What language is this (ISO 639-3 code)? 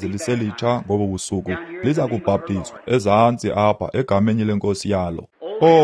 xho